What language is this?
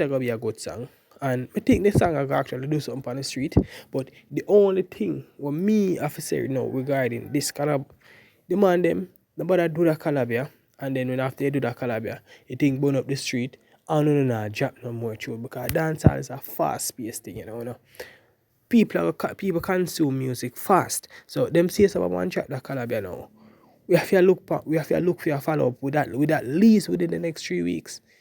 Jamaican Creole English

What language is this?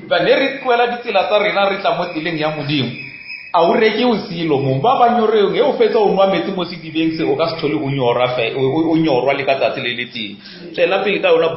Northern Sotho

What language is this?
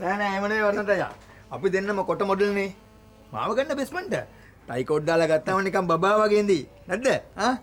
Sinhala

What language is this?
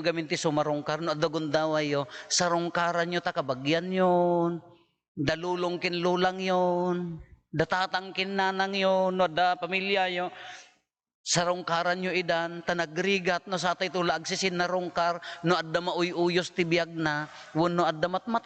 Iloko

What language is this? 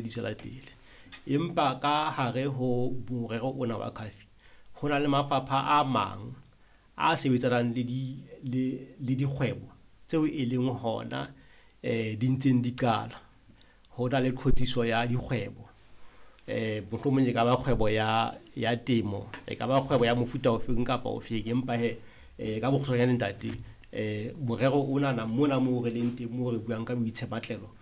Southern Sotho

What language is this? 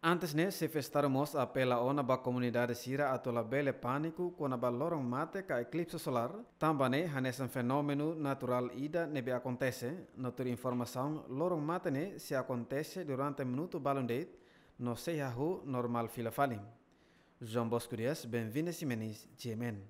Tetum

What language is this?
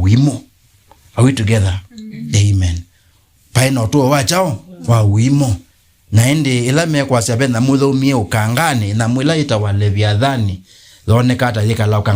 Kamba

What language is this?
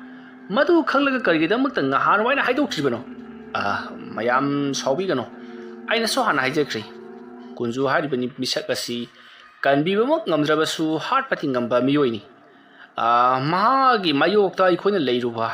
Manipuri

